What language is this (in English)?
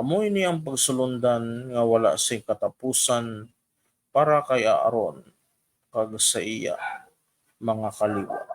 Hiligaynon